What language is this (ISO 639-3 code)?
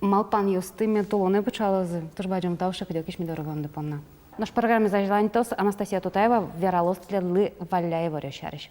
udm